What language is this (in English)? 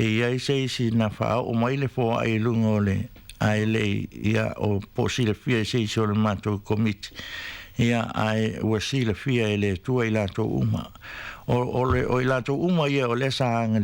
Samoan